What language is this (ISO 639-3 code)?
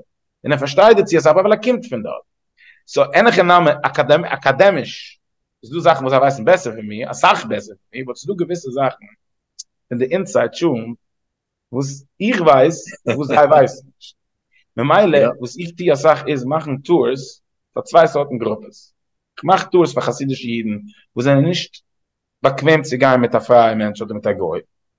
yid